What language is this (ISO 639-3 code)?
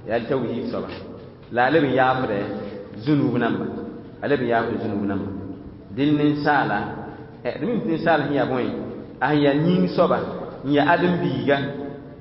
mos